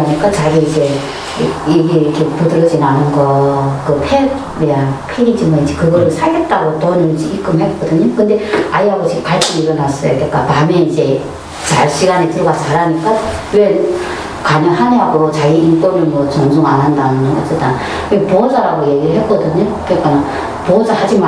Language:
Korean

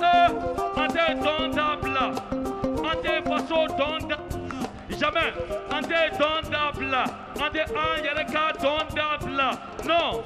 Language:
Bambara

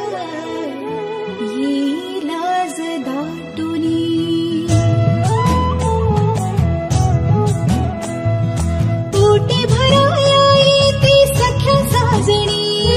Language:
Marathi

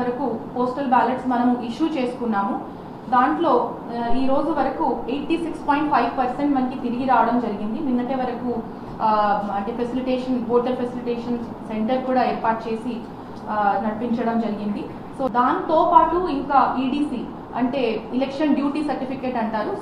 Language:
Telugu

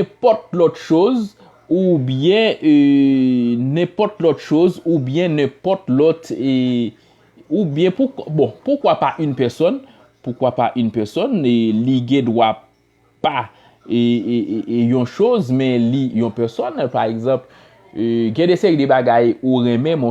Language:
Haitian Creole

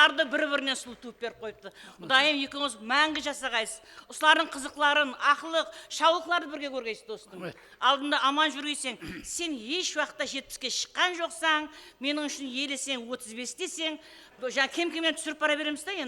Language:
Kara-Kalpak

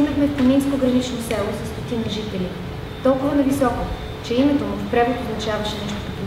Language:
Bulgarian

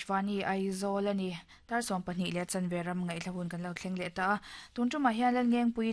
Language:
Mizo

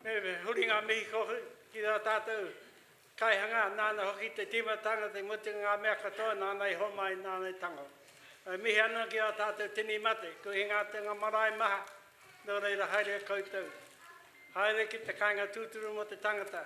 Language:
Māori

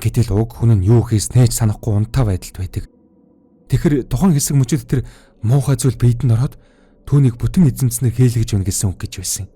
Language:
Mongolian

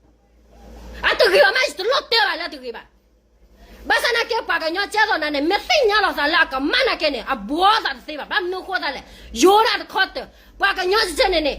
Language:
S'gaw Karen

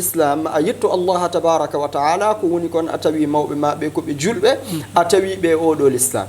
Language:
Fula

